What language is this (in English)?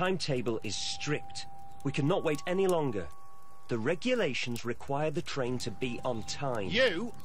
English